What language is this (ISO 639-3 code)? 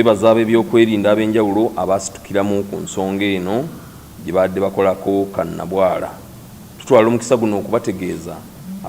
lug